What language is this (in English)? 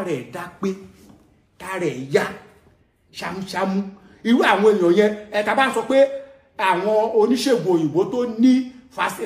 Yoruba